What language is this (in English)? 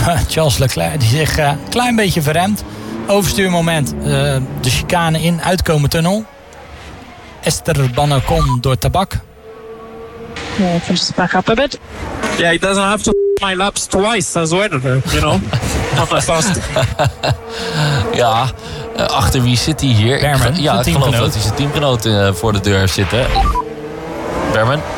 Dutch